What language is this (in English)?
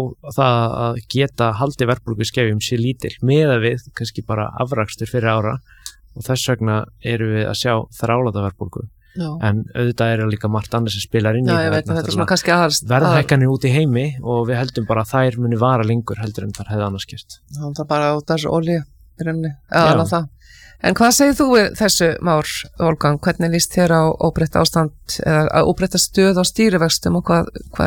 Icelandic